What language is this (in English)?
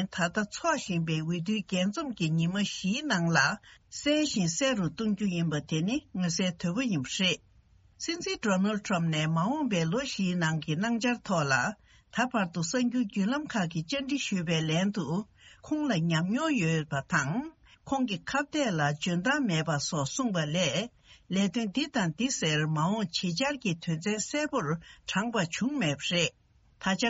Tibetan